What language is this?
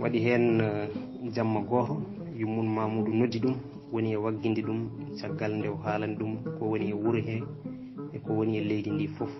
Fula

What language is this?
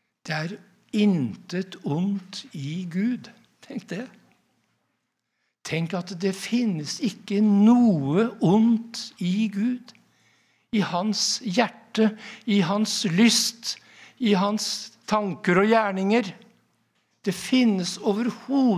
Norwegian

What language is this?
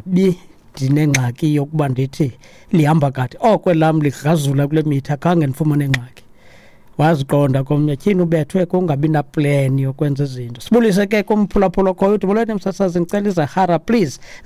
Xhosa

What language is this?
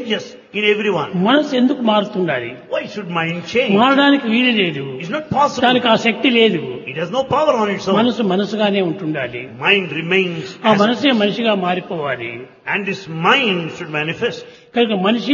Telugu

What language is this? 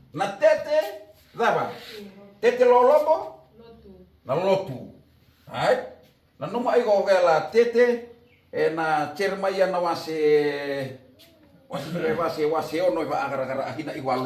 Fijian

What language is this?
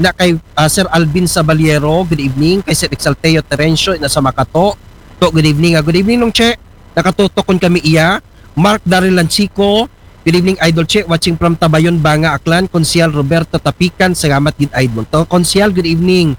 Aklanon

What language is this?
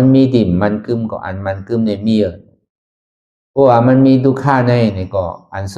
Shan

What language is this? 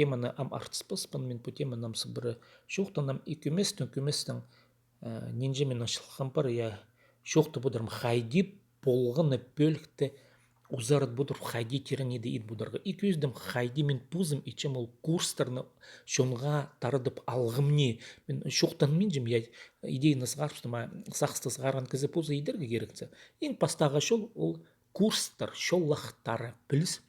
Khakas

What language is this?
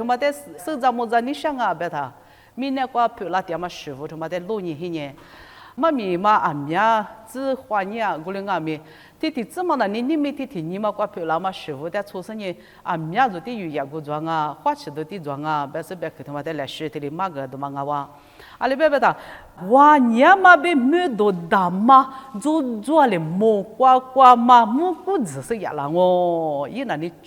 Lisu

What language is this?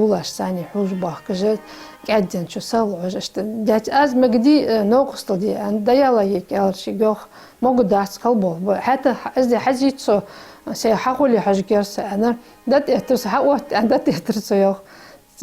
Ingush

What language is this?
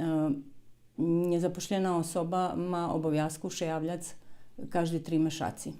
Rusyn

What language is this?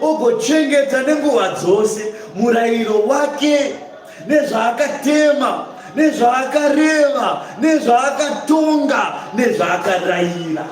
Shona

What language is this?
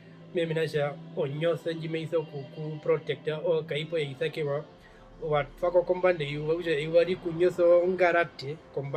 Herero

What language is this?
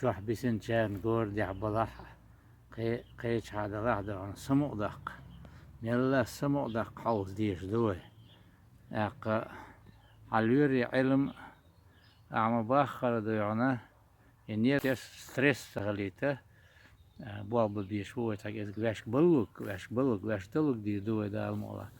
Chechen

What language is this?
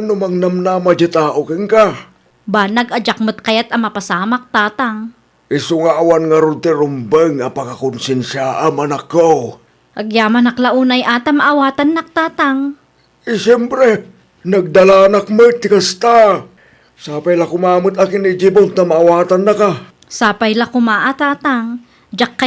Iloko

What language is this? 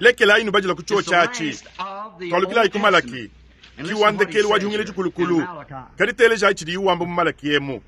Luba-Lulua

